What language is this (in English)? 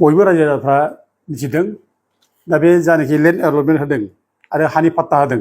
Bodo